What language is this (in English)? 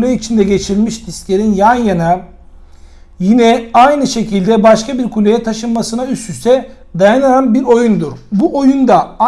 Turkish